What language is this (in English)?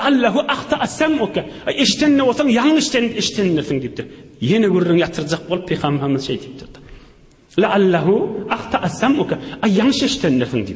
Turkmen